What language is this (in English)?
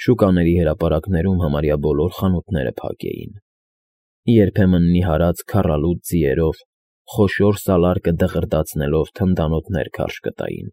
Armenian